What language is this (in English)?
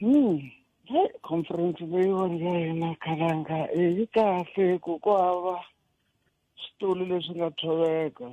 Tsonga